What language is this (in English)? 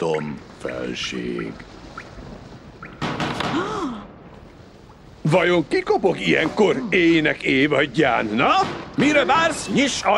Hungarian